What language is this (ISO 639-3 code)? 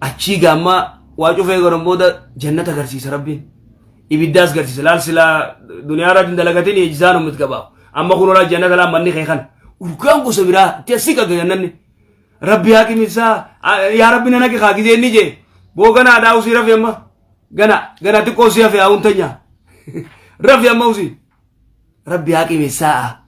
orm